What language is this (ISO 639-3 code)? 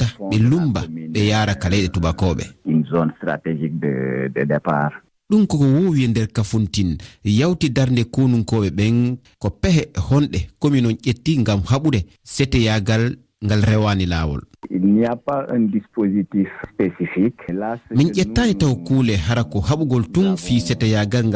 ful